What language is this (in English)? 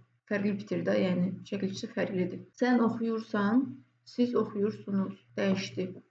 Azerbaijani